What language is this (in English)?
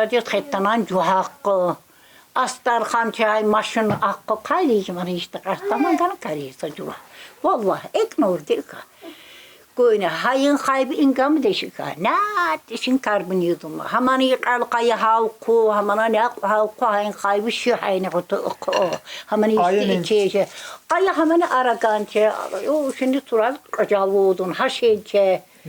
Tsakhur